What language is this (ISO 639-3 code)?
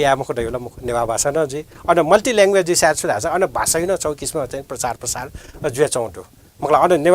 new